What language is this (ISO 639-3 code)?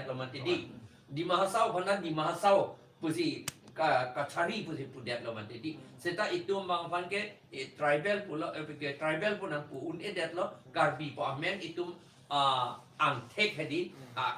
mjw